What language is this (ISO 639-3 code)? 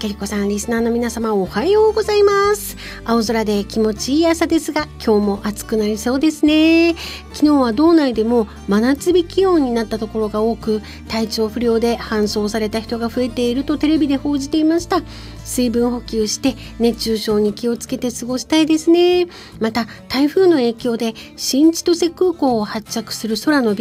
jpn